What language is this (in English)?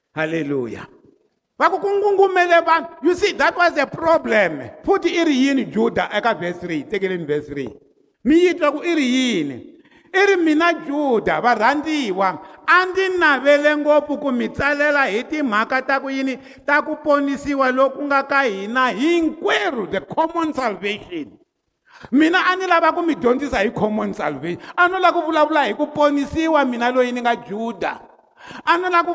Tsonga